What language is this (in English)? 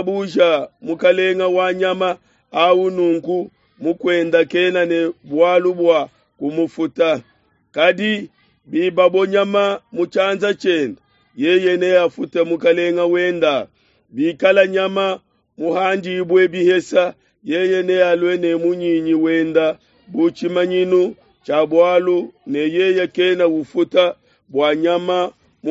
Luba-Lulua